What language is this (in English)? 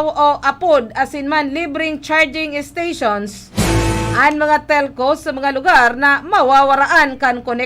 Bikol